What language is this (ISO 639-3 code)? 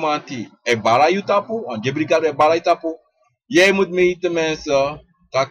srn